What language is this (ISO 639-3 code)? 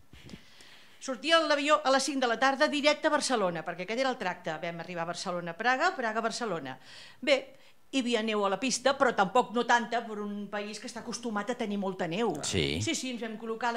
cat